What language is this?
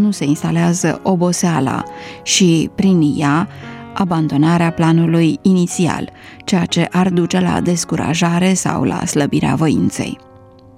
Romanian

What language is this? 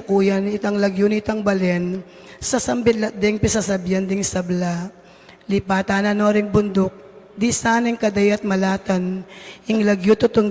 Pampanga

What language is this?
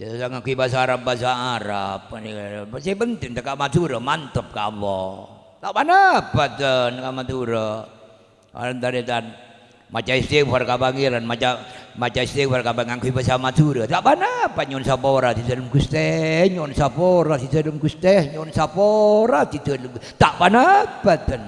Madurese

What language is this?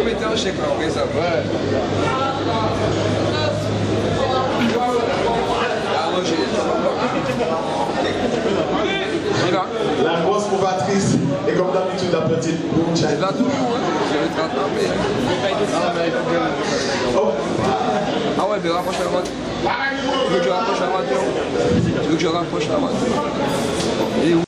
French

